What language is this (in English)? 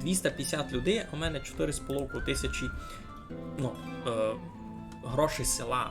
Rusyn